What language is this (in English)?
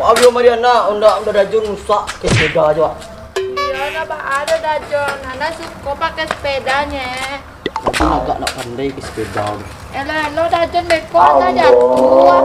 Minangkabau